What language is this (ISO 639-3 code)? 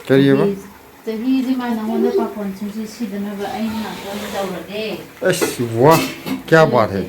mni